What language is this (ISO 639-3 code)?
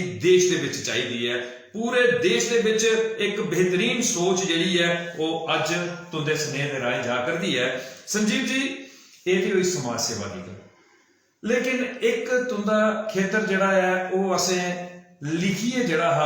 doi